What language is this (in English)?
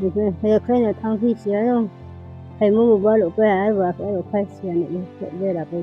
Riang (India)